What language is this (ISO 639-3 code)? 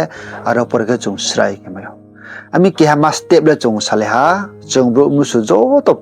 ria